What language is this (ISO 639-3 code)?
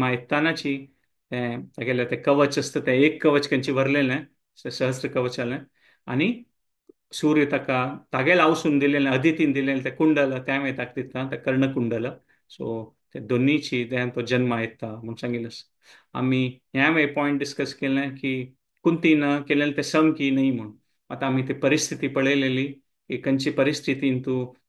kok